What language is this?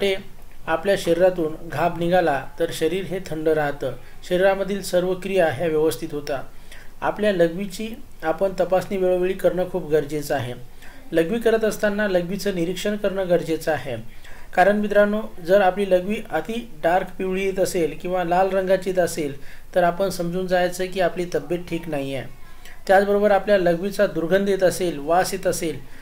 Marathi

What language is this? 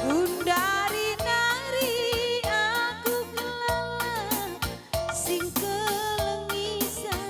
Batak Karo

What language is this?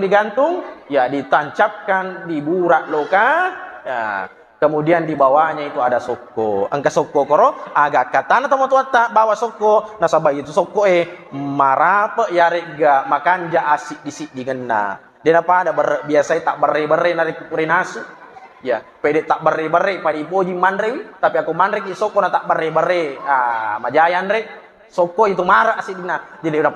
Buginese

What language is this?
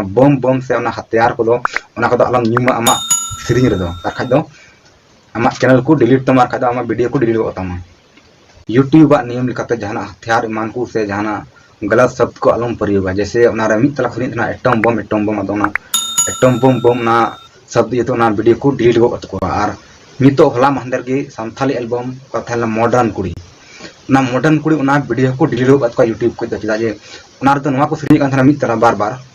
Santali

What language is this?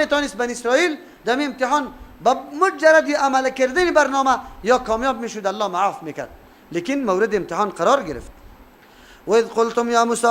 Persian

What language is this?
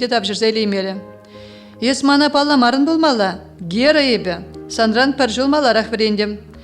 Chuvash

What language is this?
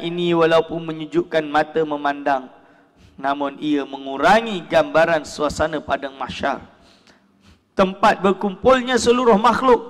Malay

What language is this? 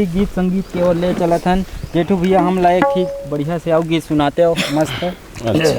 Chhattisgarhi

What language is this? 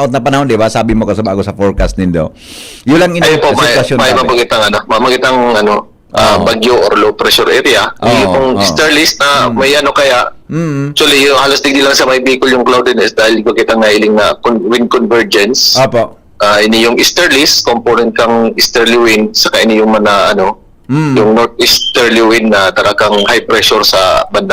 Bikol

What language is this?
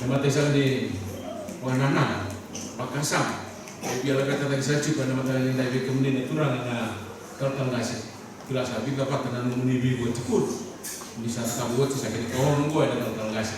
Fijian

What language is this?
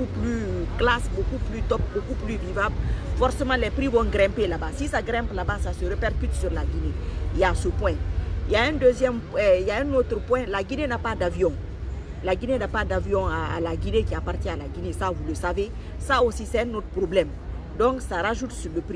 French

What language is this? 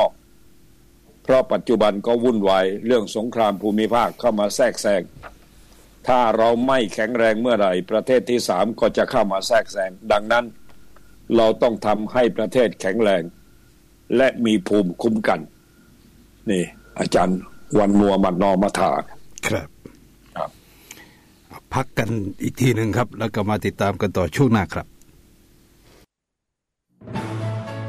Thai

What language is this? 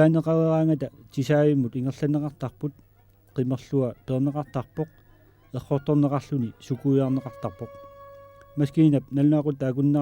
Kalaallisut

